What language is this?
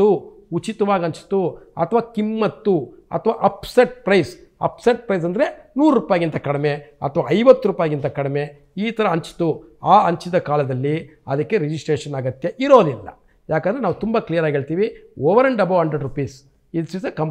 Kannada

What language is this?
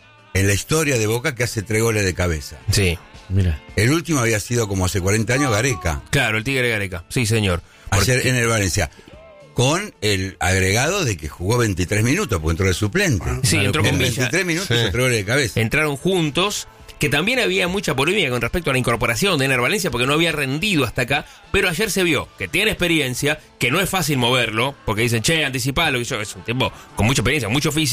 Spanish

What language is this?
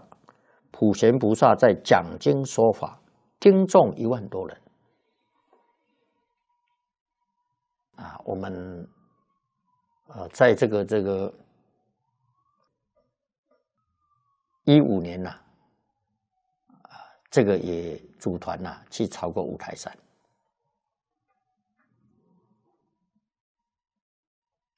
Chinese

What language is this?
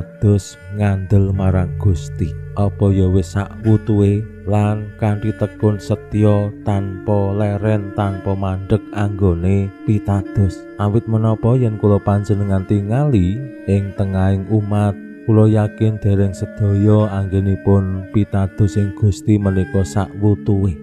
Javanese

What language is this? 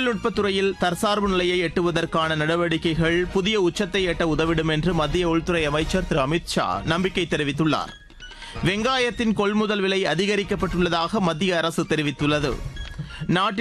Tamil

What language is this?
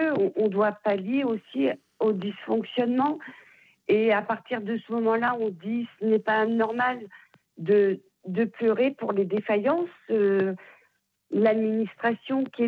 French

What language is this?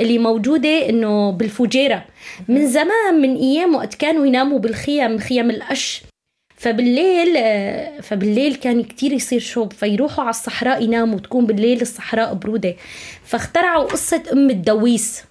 North Levantine Arabic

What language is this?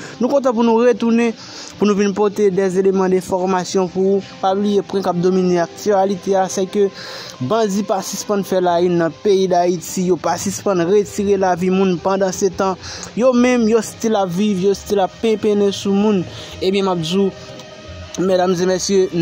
Haitian Creole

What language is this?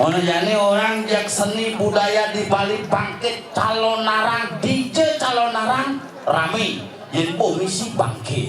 Balinese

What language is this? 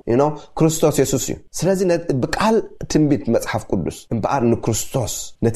Tigrinya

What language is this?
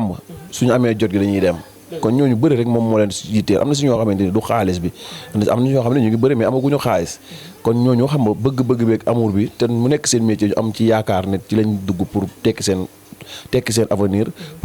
Wolof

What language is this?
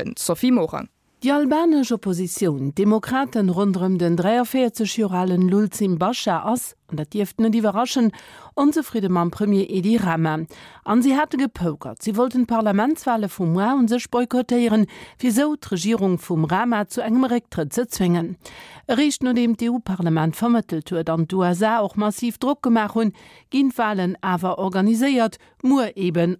Luxembourgish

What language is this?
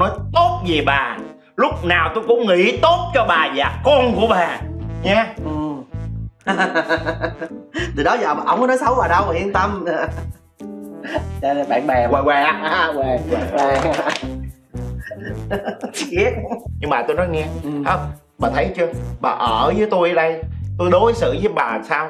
Vietnamese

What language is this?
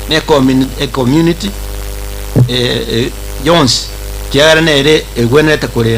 Gusii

